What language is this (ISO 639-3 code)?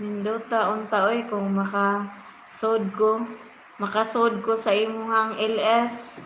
ceb